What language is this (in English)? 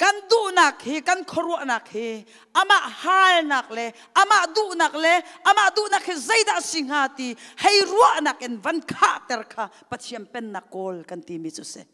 Hakha Chin